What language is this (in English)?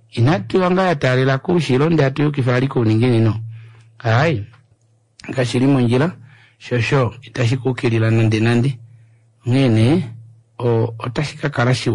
Kuanyama